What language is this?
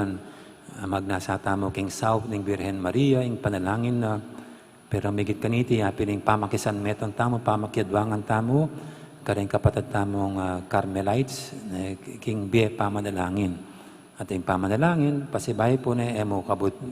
Pampanga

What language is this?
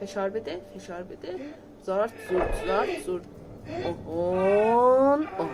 South Azerbaijani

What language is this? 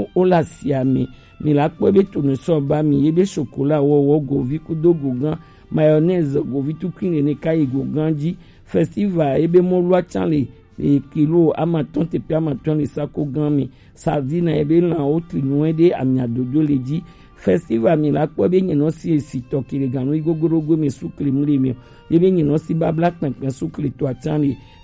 Gen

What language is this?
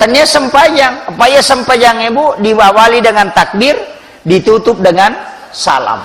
Buginese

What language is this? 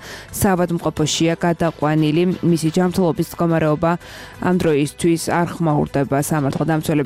Georgian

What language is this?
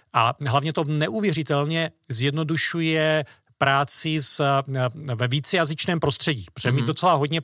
Czech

